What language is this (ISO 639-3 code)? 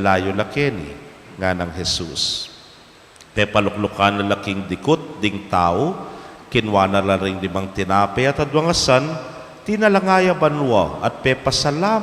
pam